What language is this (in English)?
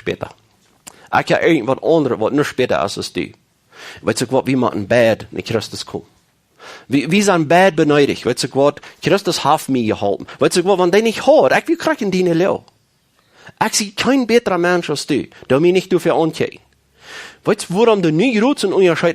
Plautdietsch